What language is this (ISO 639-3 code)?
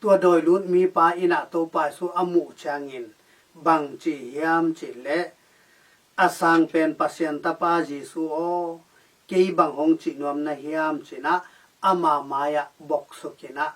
ctd